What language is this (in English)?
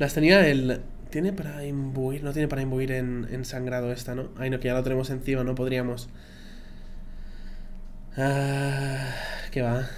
Spanish